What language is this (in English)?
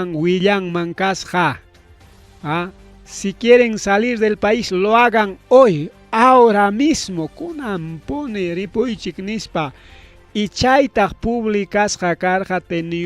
Ayacucho Quechua